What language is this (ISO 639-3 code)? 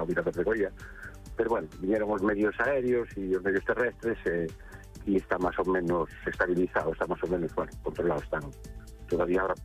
glg